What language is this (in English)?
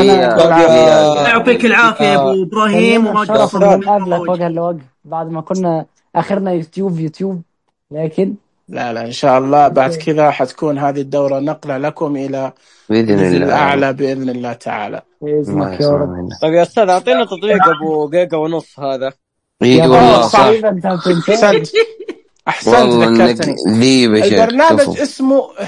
Najdi Arabic